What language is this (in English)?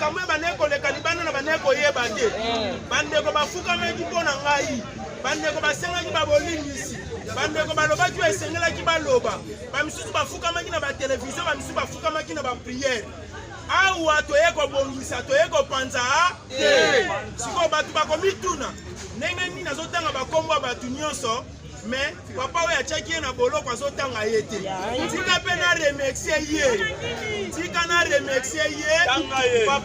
Lingala